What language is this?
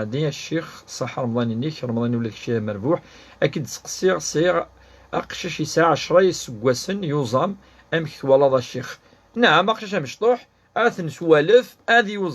Kabyle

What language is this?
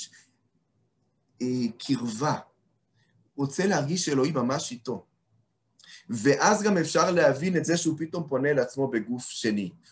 Hebrew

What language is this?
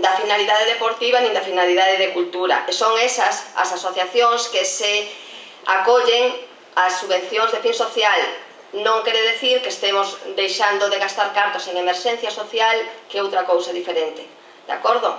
Galician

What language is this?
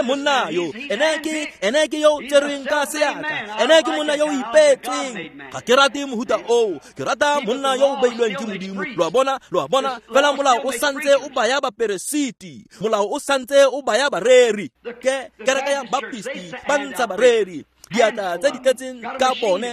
Tswana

